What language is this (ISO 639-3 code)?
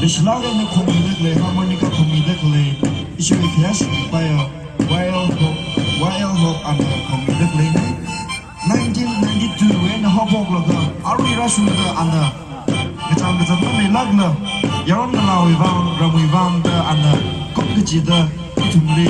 nmf